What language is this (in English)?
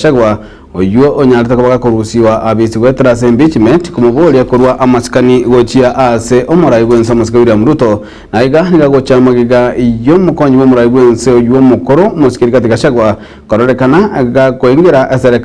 Gusii